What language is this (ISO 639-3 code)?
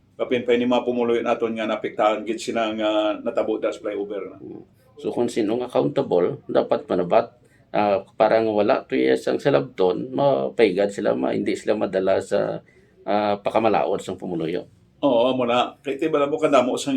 hil